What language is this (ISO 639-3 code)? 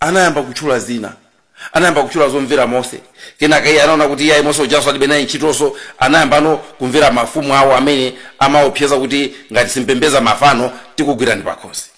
nya